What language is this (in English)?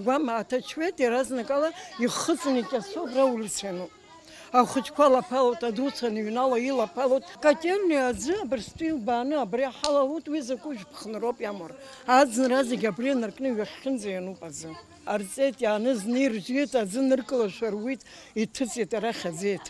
Abkhazian